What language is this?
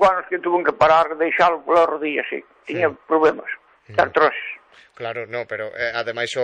Galician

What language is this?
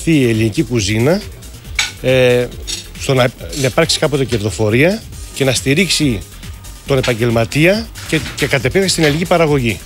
Greek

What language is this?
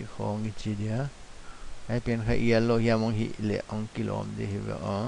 Paite Chin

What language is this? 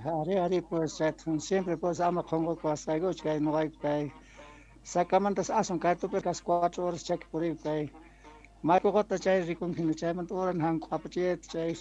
Quechua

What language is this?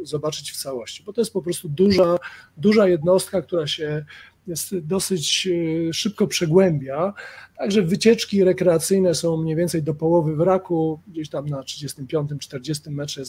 Polish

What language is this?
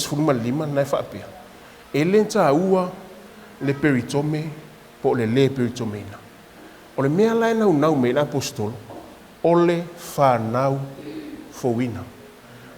Samoan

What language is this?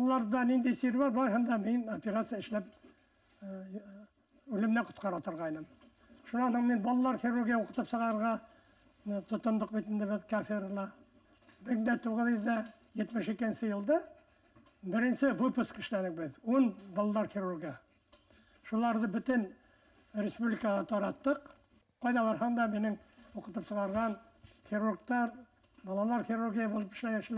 Bashkir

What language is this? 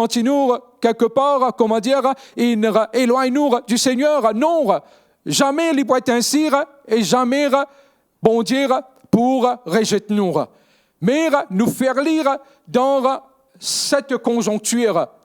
Morisyen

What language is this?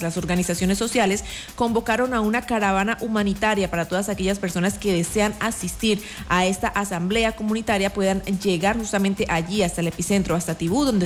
Spanish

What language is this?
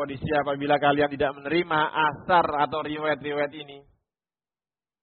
Indonesian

